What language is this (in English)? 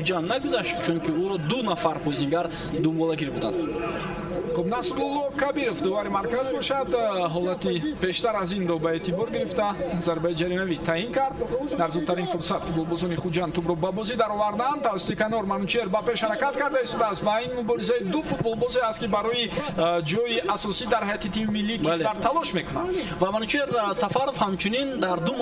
Tajik